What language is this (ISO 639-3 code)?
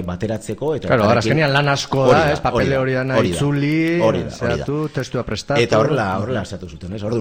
eus